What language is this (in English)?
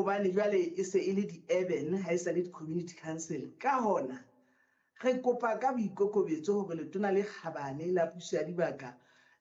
Southern Sotho